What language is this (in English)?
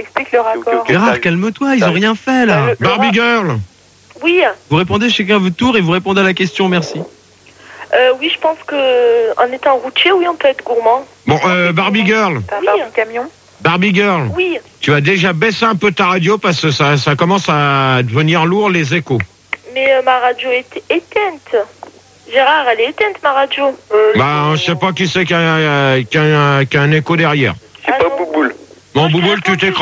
French